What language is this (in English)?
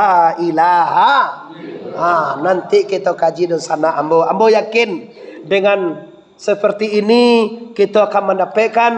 Minangkabau